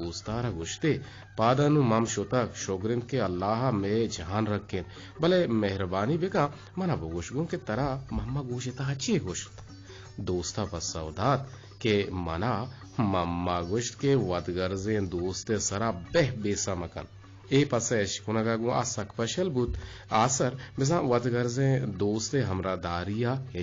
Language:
Eastern Balochi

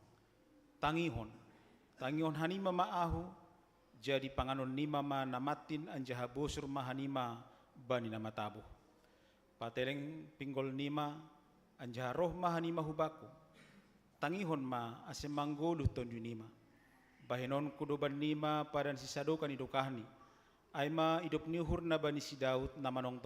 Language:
Batak Simalungun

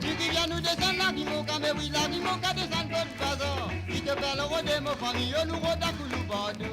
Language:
Morisyen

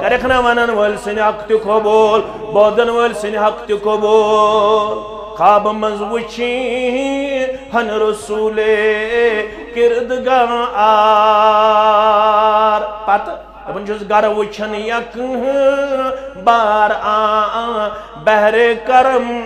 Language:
Kashmiri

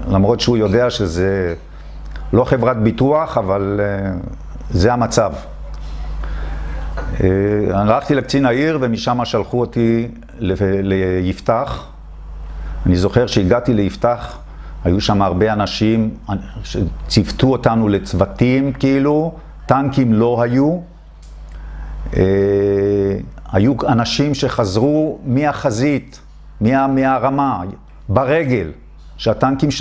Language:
Hebrew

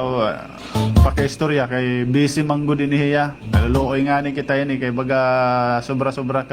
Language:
Waray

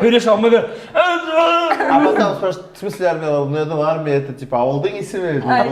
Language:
Bashkir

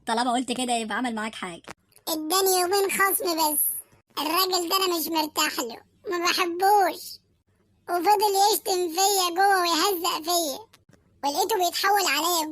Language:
Egyptian Arabic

